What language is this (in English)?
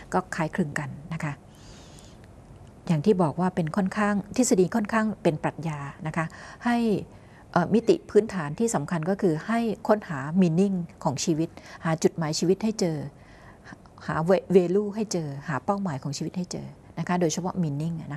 Thai